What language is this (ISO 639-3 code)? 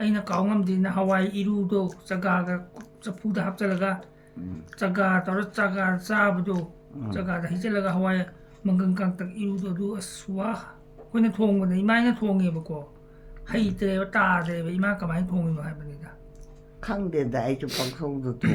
mni